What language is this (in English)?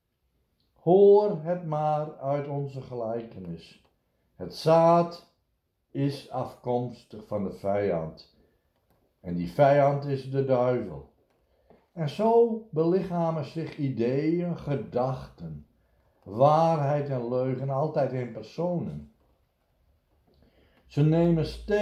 Dutch